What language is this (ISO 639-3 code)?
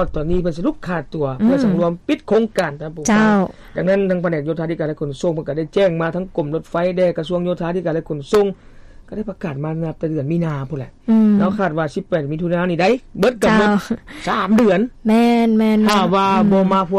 lao